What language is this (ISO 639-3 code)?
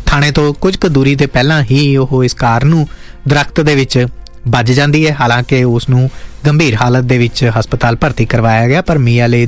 pan